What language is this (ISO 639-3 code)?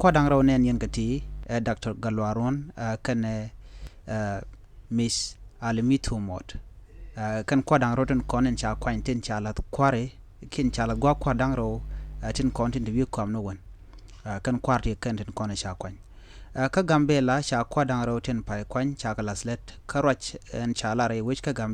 nus